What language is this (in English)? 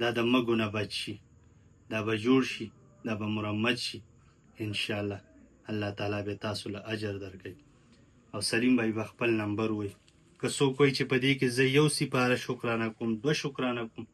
Pashto